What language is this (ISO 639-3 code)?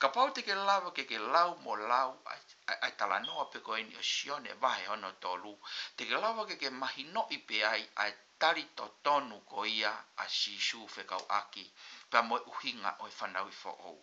ton